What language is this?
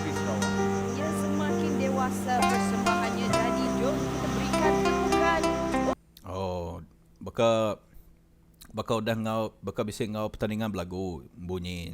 Iban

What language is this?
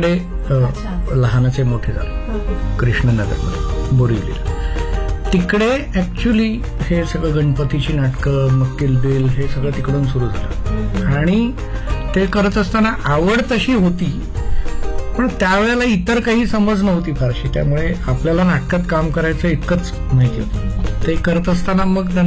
Marathi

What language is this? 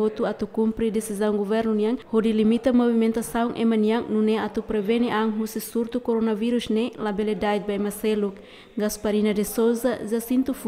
Tetum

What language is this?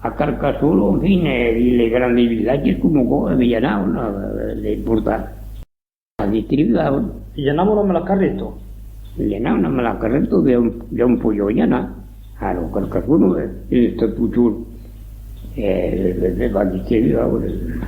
Occitan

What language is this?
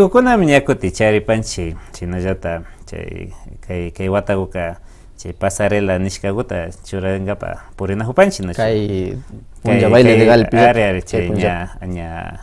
Imbabura Highland Quichua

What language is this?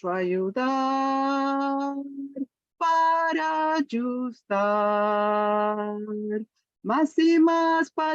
Ladino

